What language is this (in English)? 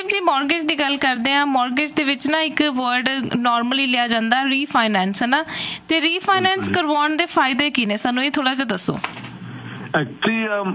Punjabi